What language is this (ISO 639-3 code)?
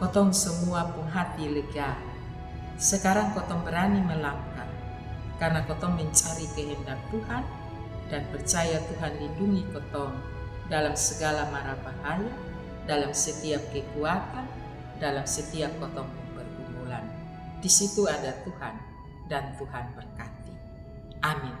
mkn